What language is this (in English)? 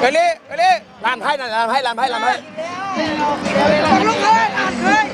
Lao